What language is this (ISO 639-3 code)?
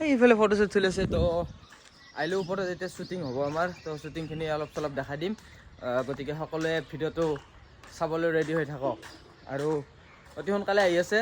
asm